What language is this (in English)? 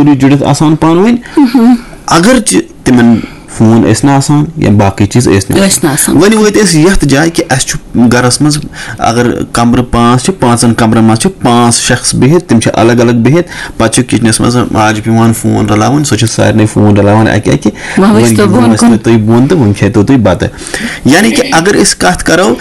Kashmiri